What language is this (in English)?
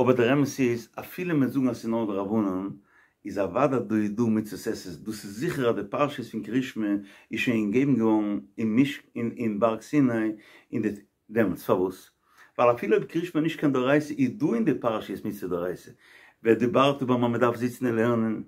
Yiddish